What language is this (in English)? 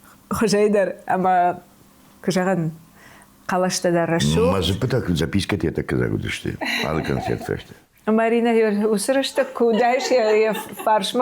Ossetic